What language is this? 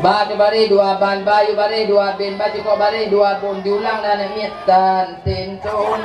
Achinese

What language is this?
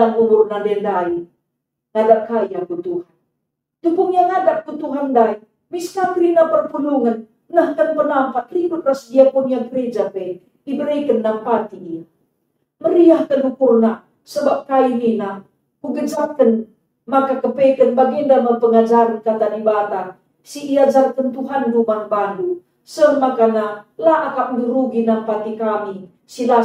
Batak Karo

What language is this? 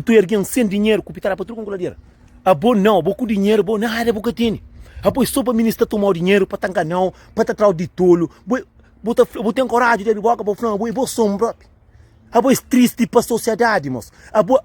Kabuverdianu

